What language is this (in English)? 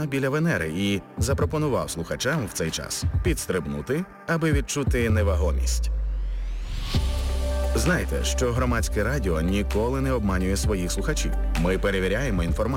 Ukrainian